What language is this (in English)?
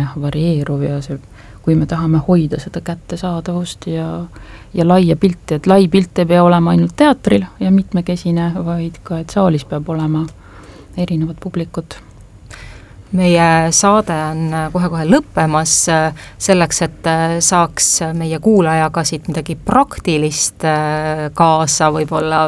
Estonian